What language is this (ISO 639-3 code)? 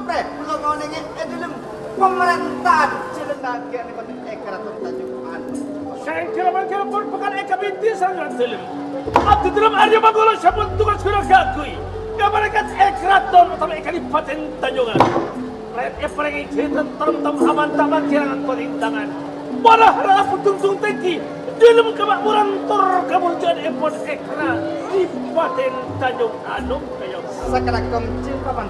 mad